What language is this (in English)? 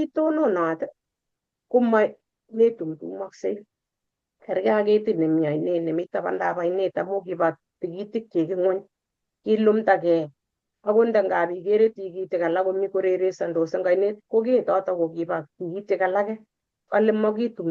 Kalenjin